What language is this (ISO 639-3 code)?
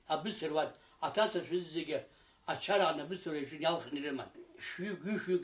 abk